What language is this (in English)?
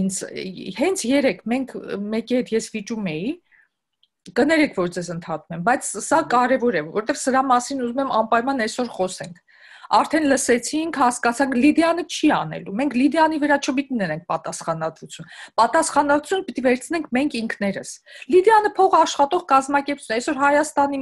Armenian